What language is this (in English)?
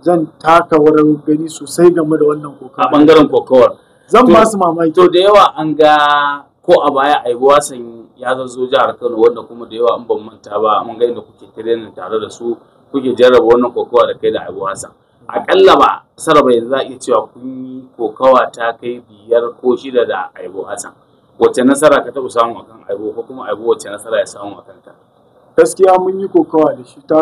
Hausa